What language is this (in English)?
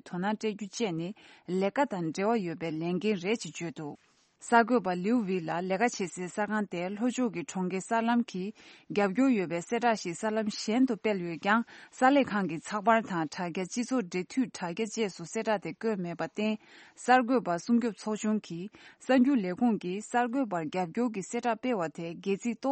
Tibetan